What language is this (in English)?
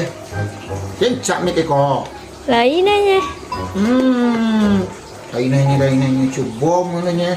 Minangkabau